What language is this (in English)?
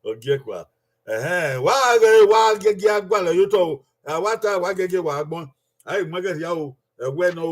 Bini